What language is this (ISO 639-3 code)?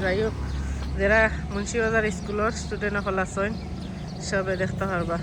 syl